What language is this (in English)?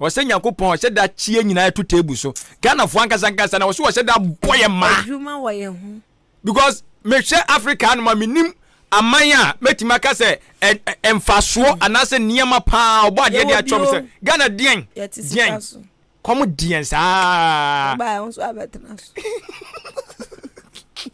Akan